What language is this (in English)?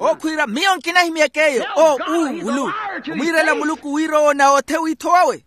Makhuwa